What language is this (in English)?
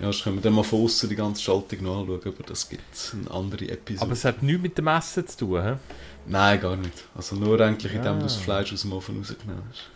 Swiss German